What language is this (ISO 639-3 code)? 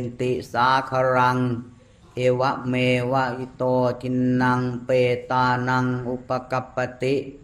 tts